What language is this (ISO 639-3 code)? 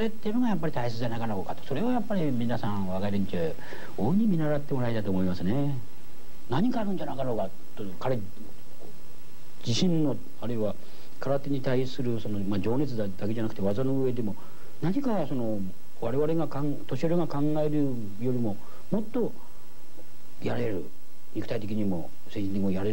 jpn